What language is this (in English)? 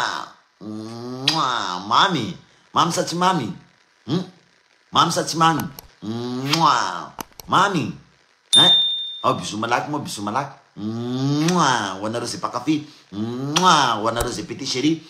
Malagasy